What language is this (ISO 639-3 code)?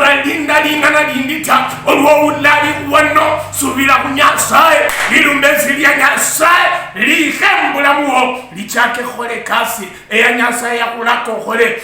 luy